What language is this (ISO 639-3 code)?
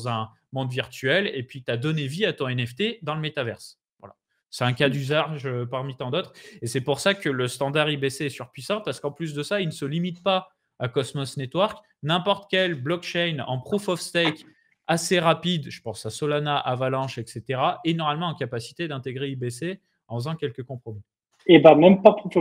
fra